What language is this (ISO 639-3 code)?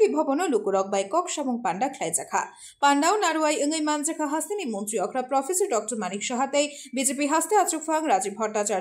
trp